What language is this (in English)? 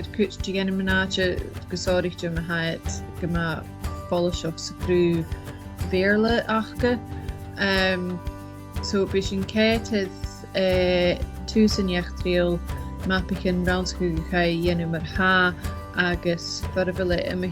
Scottish Gaelic